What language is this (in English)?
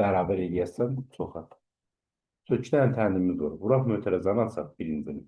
Azerbaijani